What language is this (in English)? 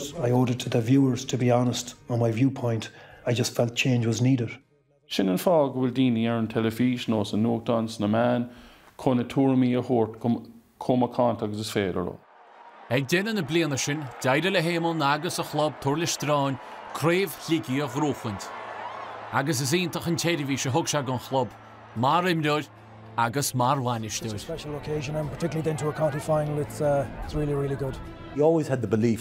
Irish